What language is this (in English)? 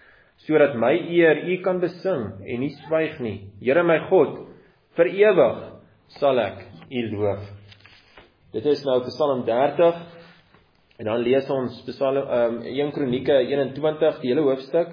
Afrikaans